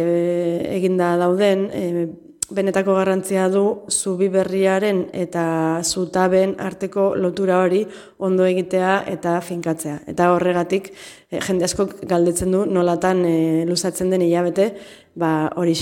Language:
Basque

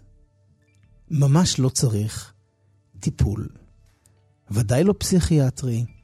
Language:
Hebrew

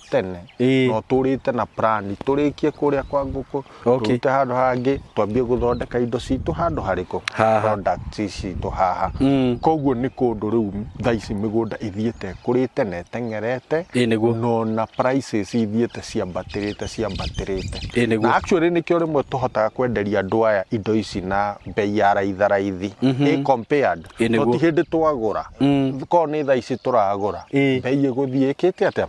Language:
Kikuyu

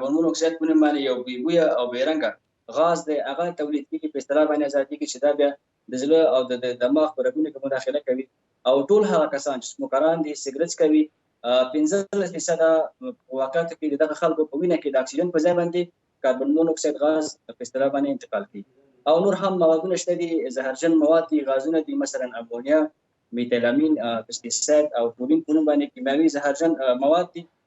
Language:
Pashto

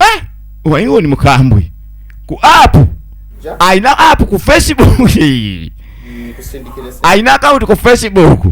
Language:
Ganda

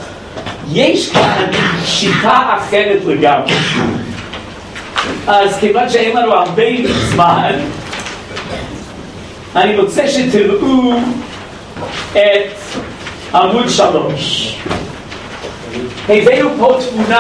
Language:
Hebrew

